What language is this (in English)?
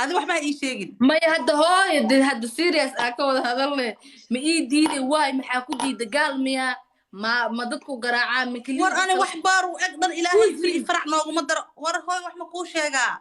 Somali